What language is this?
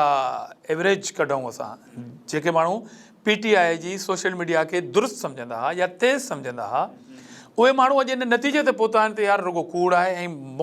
Sindhi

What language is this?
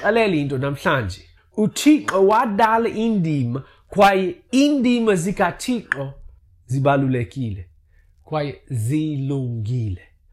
Xhosa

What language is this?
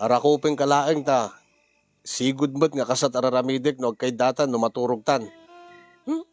Iloko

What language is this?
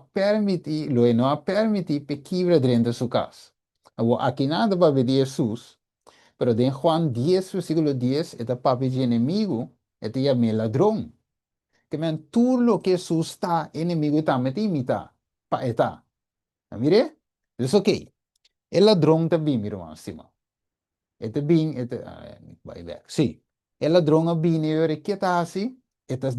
Papiamento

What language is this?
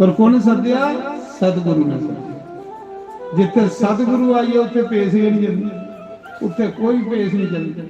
Dogri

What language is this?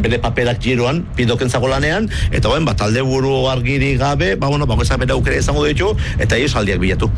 Basque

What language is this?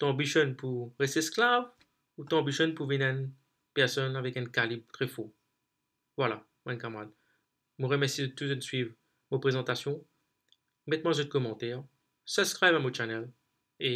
Morisyen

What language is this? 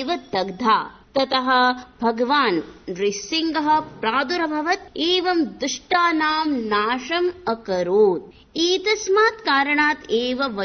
Sanskrit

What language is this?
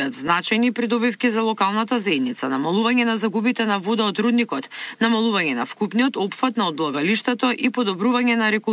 Macedonian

